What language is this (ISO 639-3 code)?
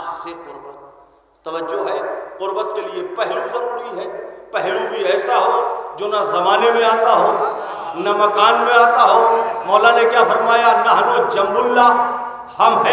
urd